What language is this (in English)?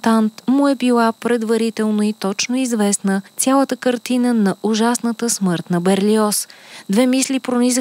Bulgarian